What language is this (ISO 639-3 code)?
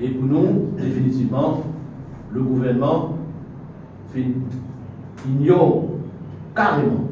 mfe